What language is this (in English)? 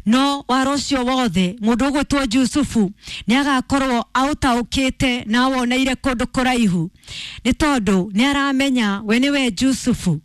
Kikuyu